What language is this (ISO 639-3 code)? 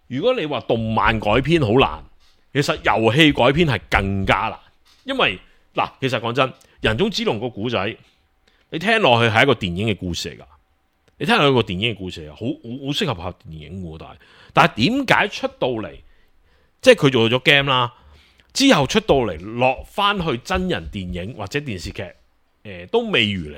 yue